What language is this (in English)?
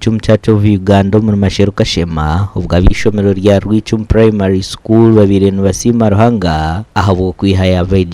Nyankole